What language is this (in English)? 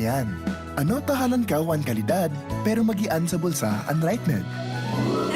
Bikol